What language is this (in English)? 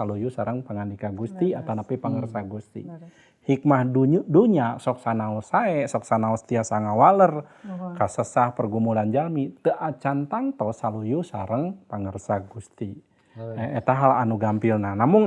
Sundanese